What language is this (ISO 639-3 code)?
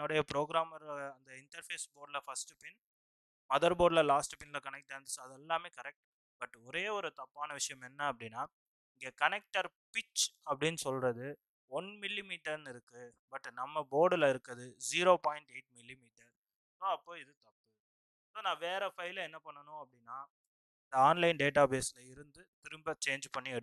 tam